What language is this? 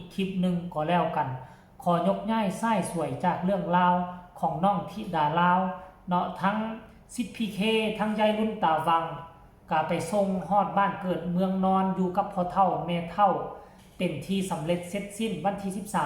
Northeastern Thai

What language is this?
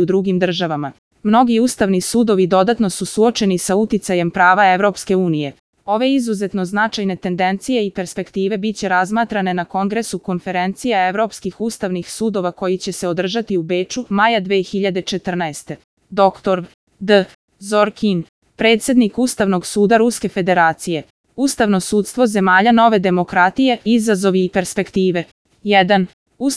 Serbian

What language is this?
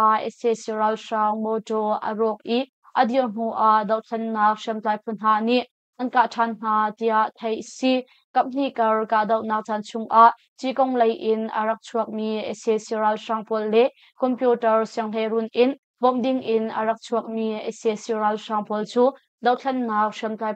Hakha Chin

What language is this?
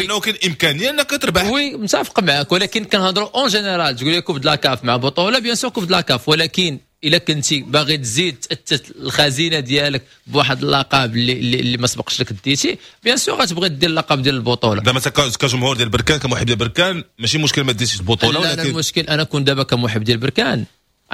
Moroccan Arabic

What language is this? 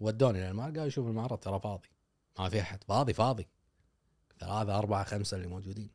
Gulf Arabic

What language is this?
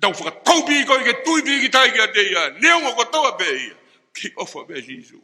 Tongan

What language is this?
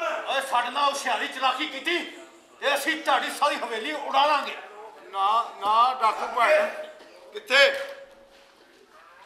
Punjabi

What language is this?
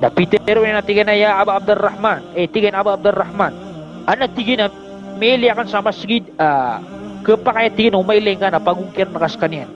Maranao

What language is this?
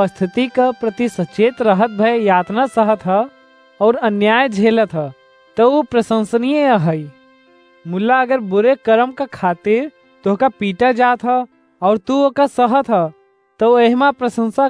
Awadhi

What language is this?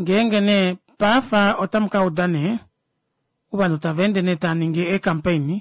Kuanyama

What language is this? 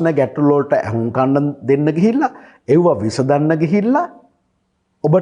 Sinhala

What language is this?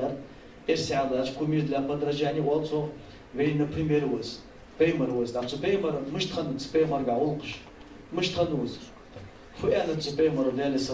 Ingush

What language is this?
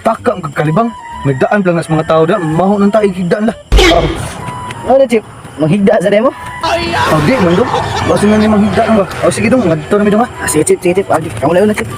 Cebuano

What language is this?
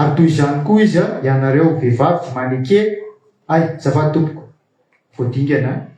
Malagasy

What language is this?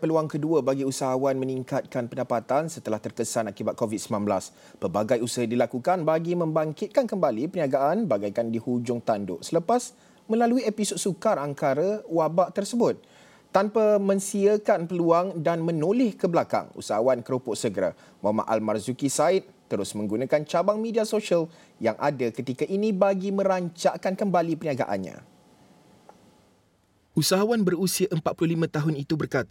Malay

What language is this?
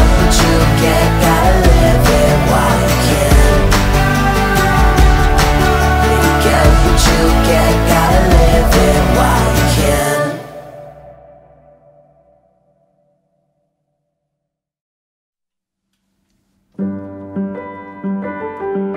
English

